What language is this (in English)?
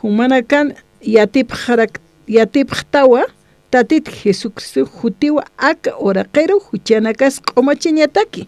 Aymara